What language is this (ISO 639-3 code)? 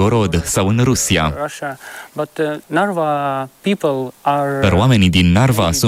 ron